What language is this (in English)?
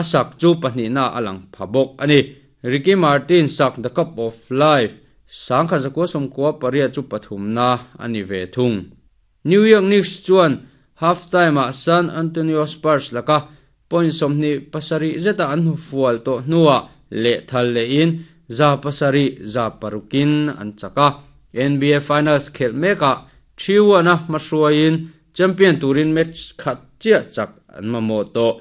Mizo